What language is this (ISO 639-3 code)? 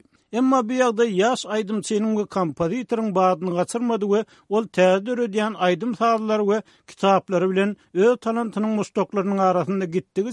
tuk